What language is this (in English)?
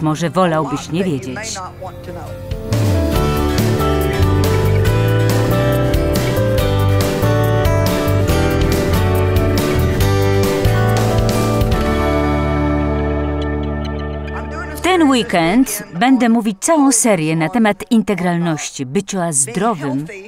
Polish